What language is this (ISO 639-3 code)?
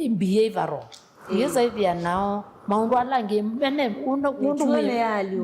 kam